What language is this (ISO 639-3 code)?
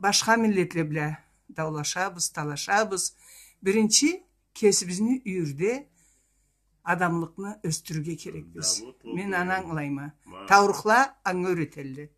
krc